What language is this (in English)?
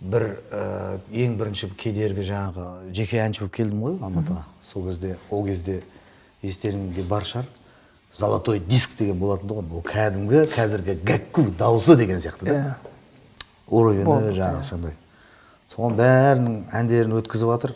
Kazakh